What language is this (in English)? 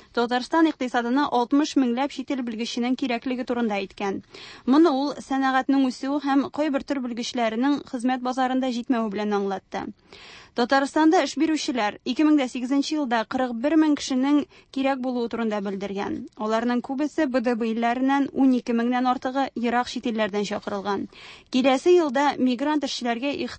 Tatar